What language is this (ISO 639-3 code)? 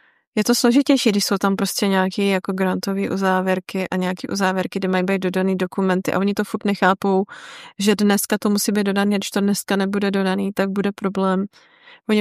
ces